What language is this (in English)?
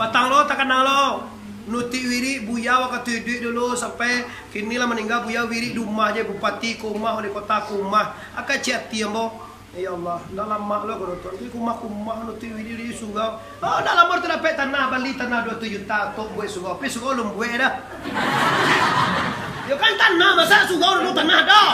Minangkabau